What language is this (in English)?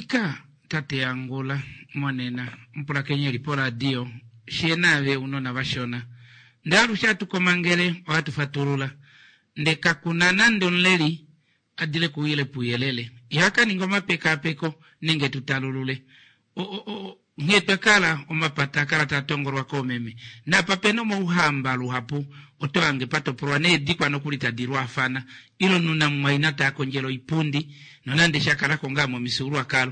Kuanyama